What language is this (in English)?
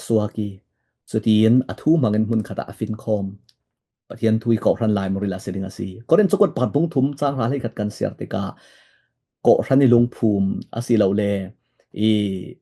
Falam Chin